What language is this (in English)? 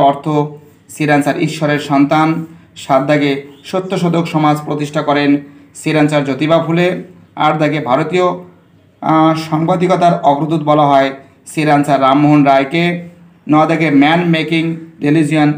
Bangla